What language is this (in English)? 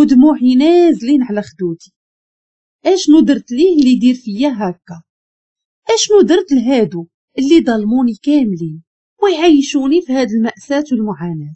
Moroccan Arabic